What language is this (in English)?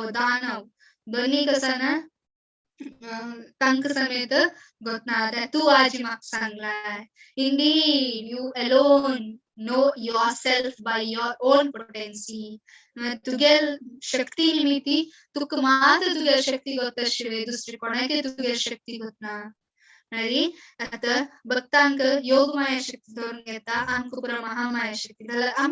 Konkani